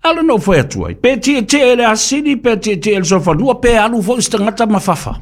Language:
Samoan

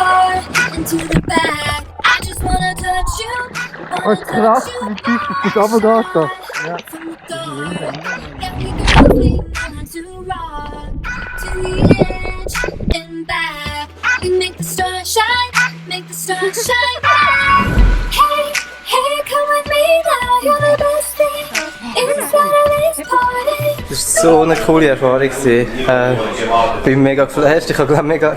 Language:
Swiss German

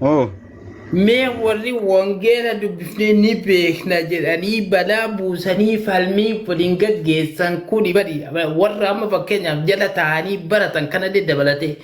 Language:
Oromo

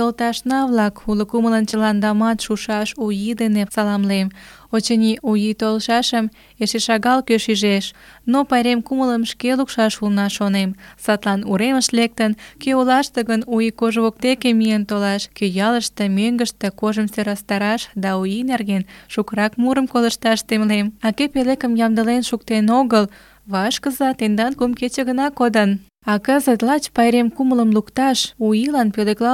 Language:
Mari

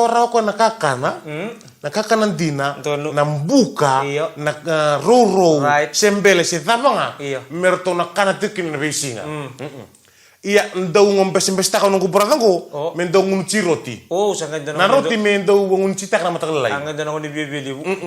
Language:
Fijian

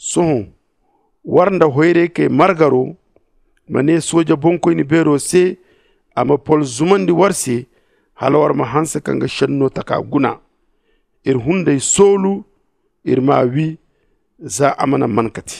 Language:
Zarma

